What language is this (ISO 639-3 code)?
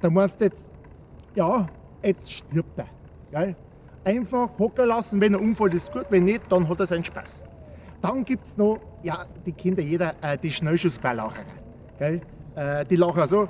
bar